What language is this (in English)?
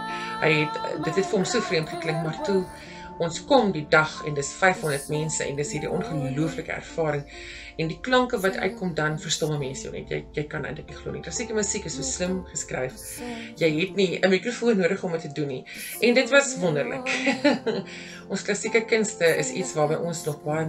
Afrikaans